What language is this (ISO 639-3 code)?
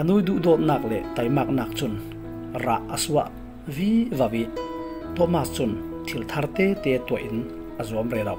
cfm